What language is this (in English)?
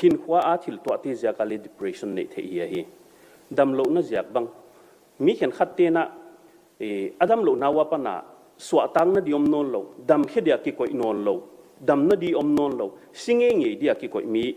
Paite Chin